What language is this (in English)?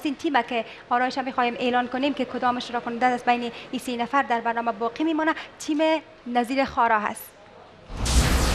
Persian